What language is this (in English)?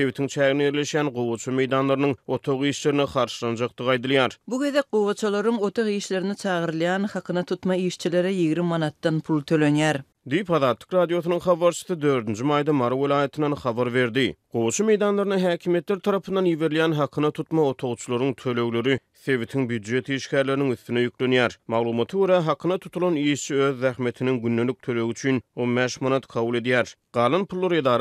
Turkmen